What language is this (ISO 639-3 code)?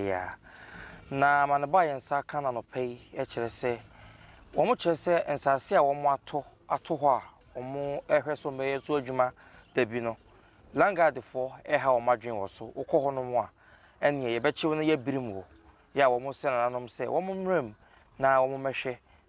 aka